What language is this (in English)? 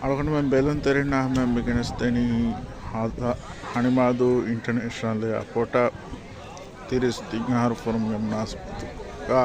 Divehi